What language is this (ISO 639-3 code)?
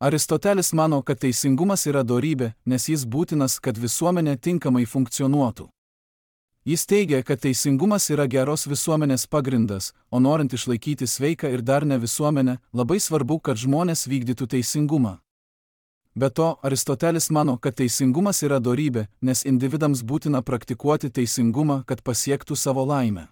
lit